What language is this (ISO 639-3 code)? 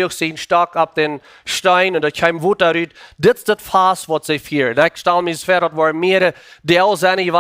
pdt